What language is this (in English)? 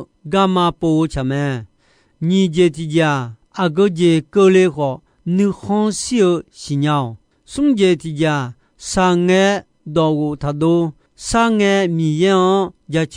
Akha